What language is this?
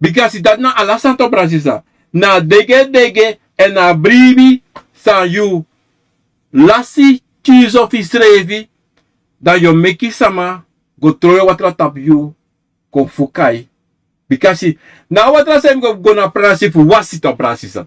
Sranan Tongo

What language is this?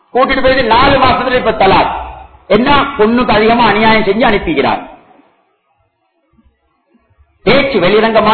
Tamil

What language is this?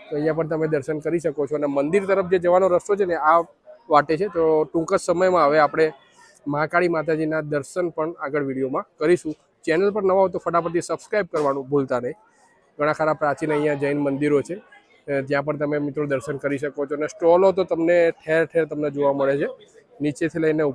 Gujarati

